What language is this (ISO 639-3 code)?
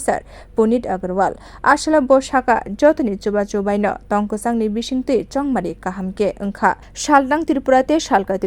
trp